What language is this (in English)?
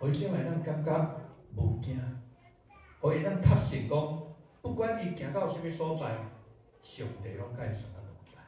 Min Nan Chinese